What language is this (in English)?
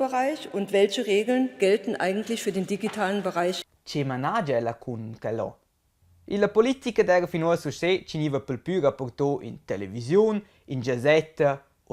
Romansh